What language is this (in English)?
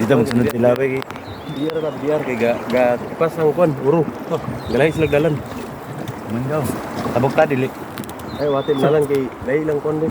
Cebuano